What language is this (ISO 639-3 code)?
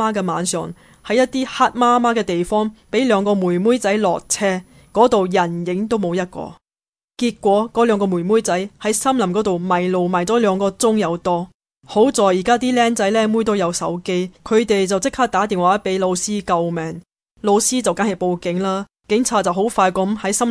yue